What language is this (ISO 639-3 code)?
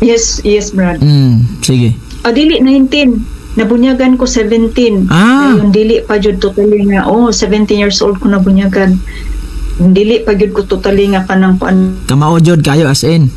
ceb